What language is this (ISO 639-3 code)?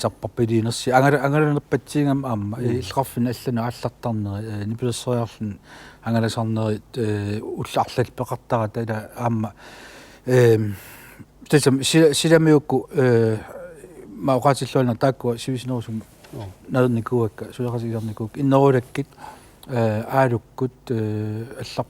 kal